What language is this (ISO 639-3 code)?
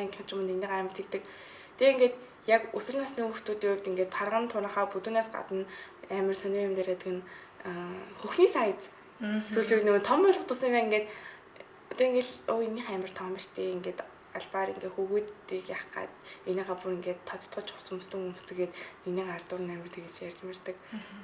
mon